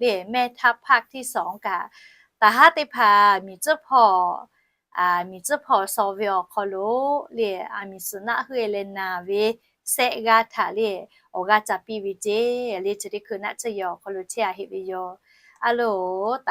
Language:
Lahu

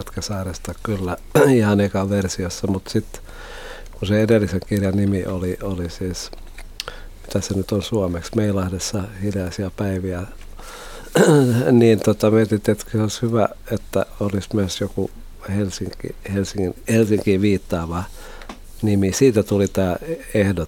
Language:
Finnish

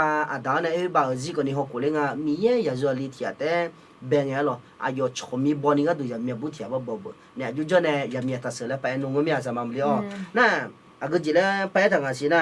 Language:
Akha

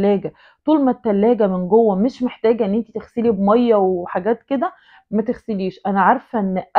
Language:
Egyptian Arabic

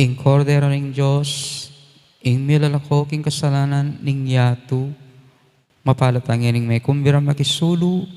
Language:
Pampanga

